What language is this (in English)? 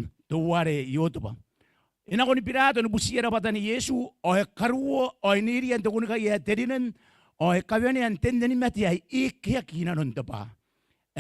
Gilbertese